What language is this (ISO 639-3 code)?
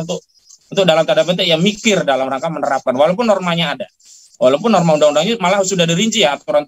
ind